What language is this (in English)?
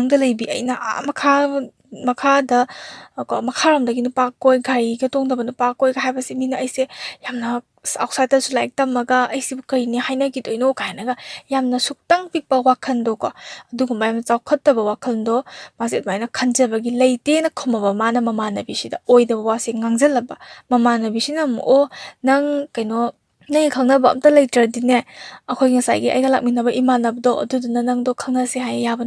Manipuri